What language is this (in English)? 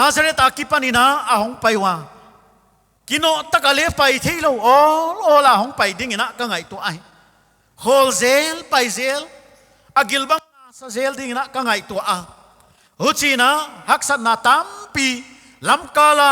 Paite Chin